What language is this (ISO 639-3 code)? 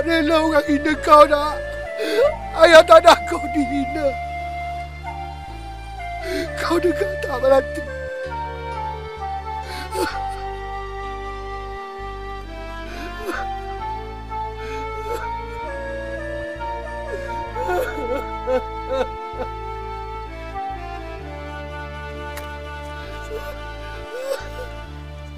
msa